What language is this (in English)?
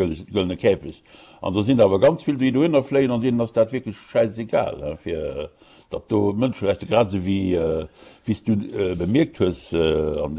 Luxembourgish